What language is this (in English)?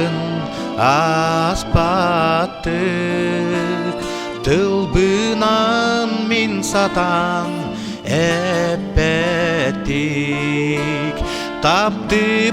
Yakut